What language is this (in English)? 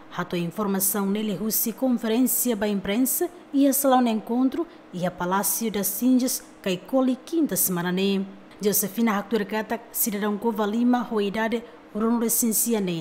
Tetum